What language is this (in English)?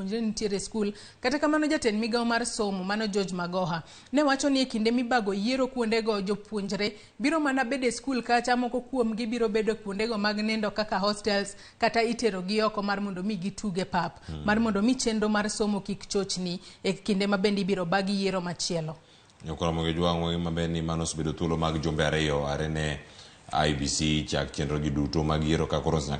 Luo (Kenya and Tanzania)